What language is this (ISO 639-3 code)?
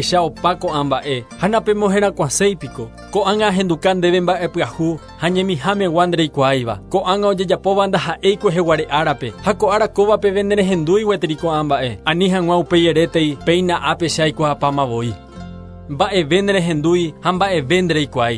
grn